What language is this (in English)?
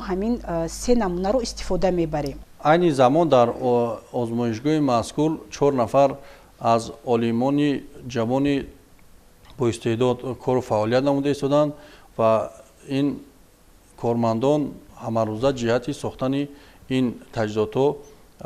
Tajik